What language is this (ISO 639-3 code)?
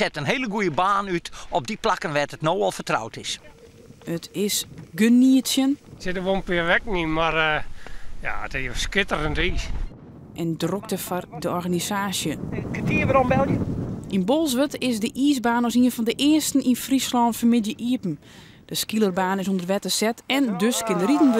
fry